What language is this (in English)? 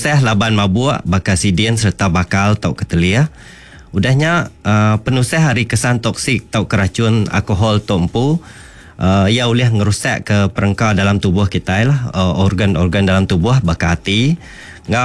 Iban